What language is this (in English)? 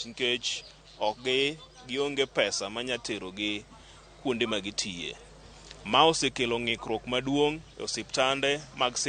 Luo (Kenya and Tanzania)